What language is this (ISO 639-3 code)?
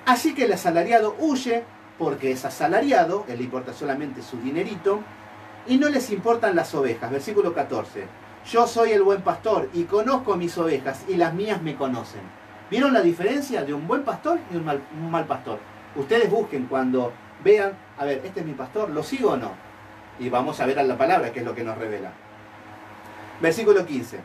spa